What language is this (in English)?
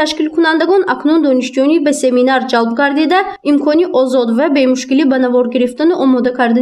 Tajik